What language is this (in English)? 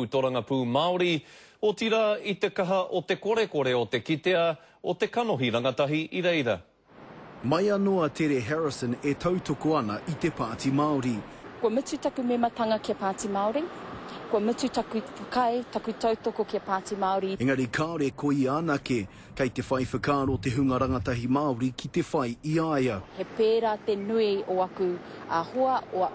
Māori